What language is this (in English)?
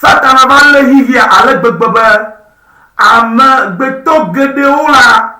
Ewe